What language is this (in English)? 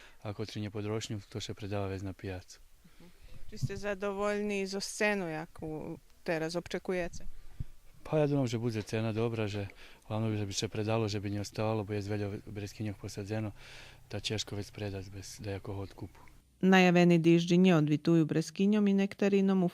Rusyn